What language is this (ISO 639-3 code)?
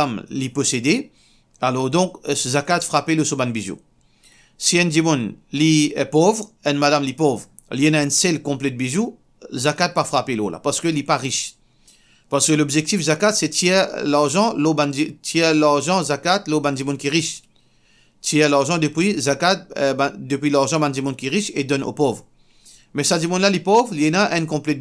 mfe